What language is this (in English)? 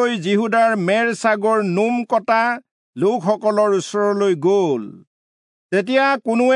Assamese